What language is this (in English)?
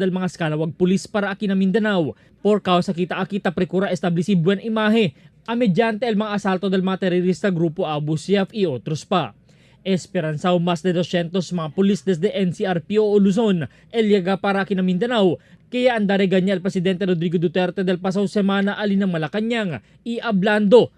Chavacano